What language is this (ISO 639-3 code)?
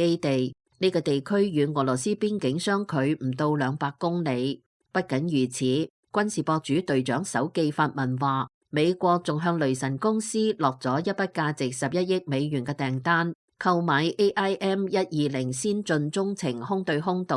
yue